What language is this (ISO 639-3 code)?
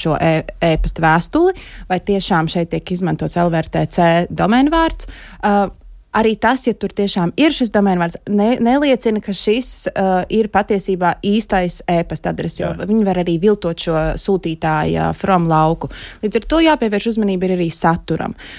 lav